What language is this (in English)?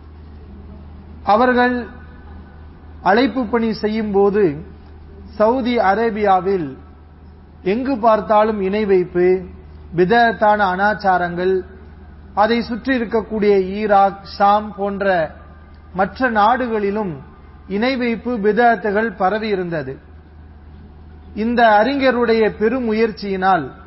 Tamil